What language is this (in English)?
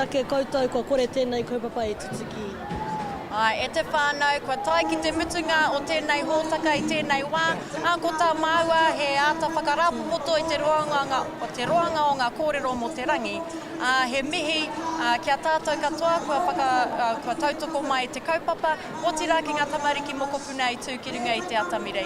Māori